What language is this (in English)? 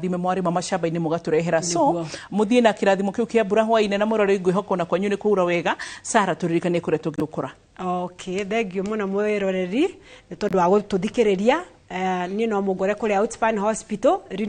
Kikuyu